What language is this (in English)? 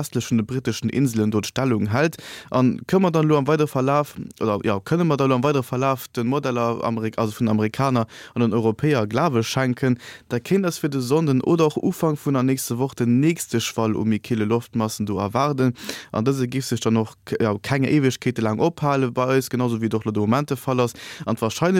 Luxembourgish